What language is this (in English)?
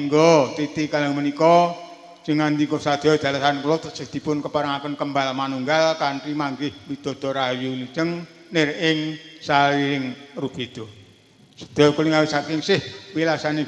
Javanese